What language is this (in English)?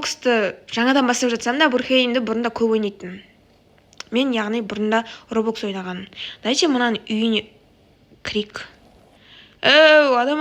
Kazakh